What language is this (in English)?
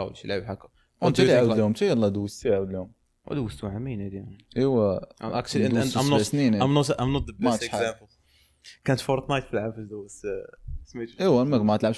Moroccan Arabic